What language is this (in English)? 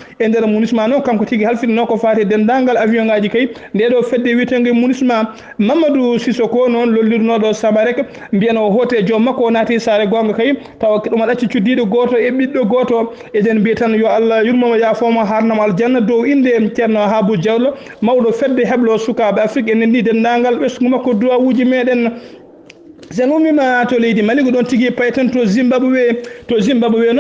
Fula